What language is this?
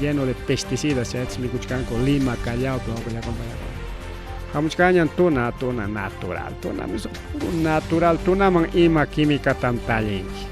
Ayacucho Quechua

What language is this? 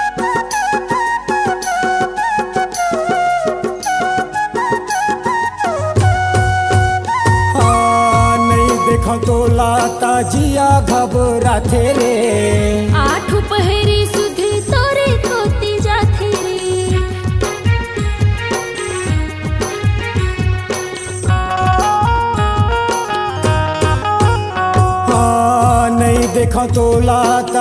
Chhattisgarhi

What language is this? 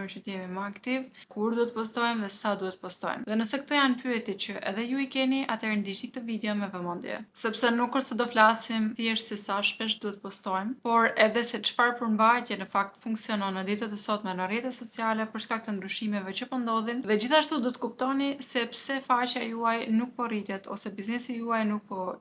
Albanian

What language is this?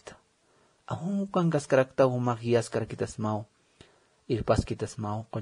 Aymara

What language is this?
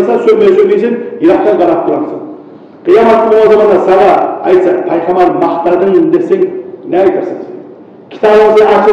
Kumyk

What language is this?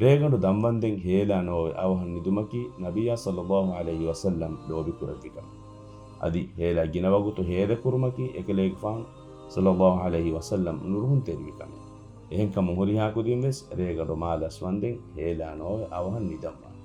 Divehi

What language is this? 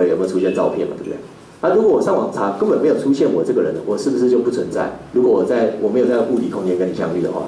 Chinese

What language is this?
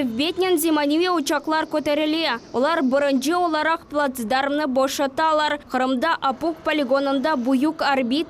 Crimean Tatar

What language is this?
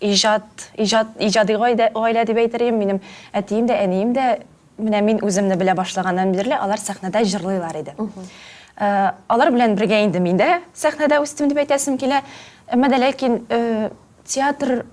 Tatar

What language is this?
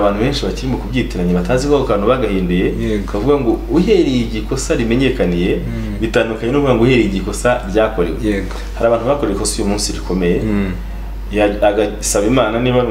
Kinyarwanda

